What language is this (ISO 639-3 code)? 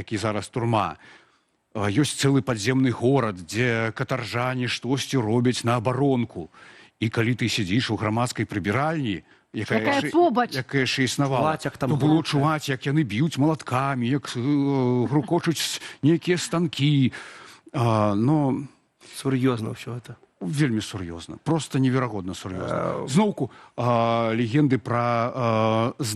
bel